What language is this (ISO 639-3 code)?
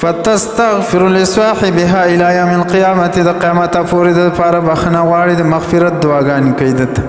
pus